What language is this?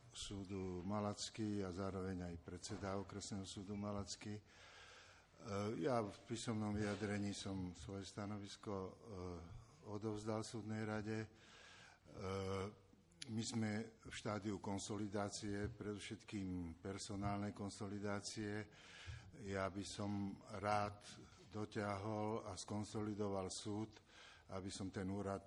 Slovak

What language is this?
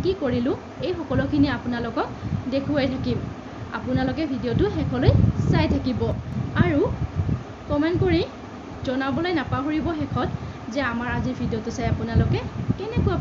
Assamese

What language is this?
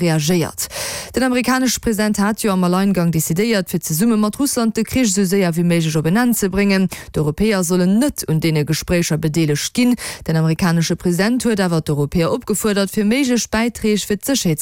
Luxembourgish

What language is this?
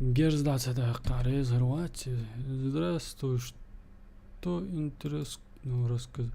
Chechen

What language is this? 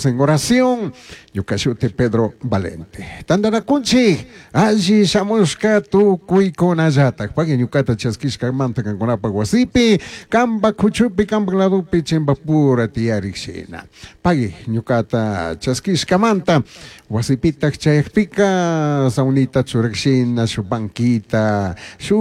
Chimborazo Highland Quichua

